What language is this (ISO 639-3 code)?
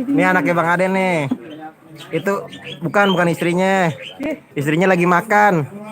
bew